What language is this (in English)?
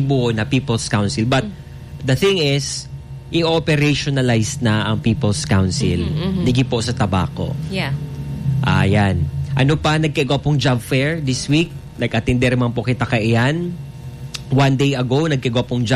Bikol